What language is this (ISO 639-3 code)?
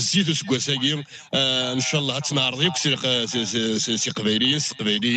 kab